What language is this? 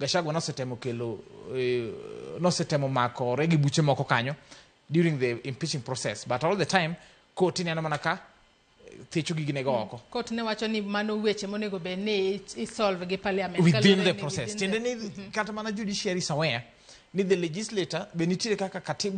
Luo (Kenya and Tanzania)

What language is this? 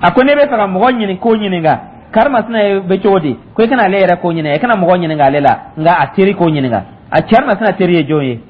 Dyula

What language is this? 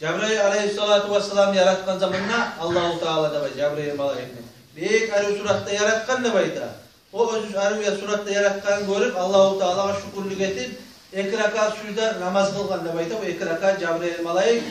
Kumyk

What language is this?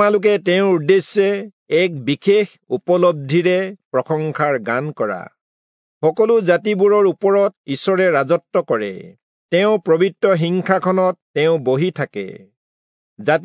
Assamese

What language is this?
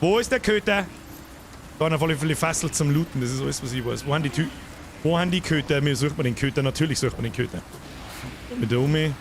Bavarian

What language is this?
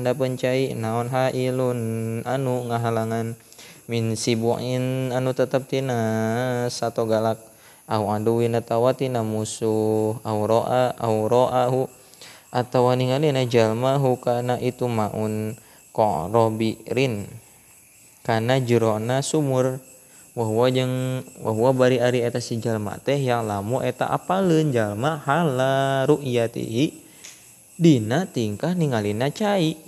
Sundanese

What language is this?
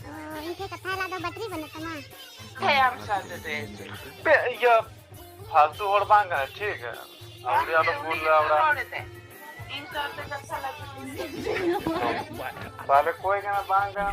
Santali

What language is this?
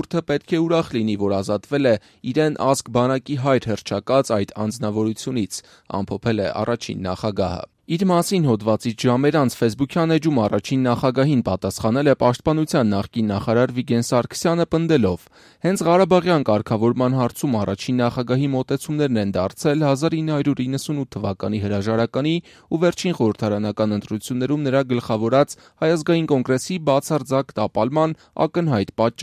Armenian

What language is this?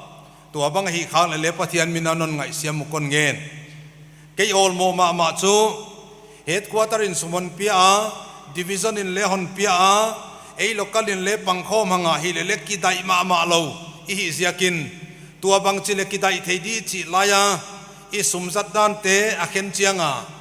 Paite Chin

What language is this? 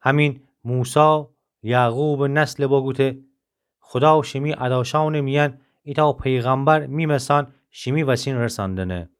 Gilaki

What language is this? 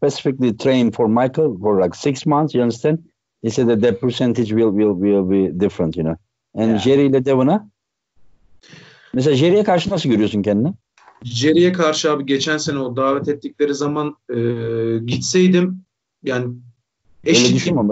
Turkish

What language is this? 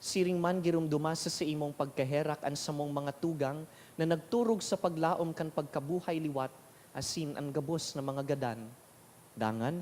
Bikol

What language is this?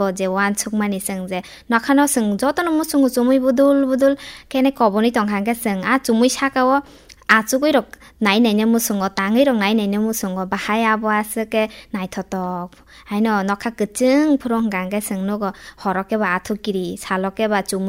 Kok Borok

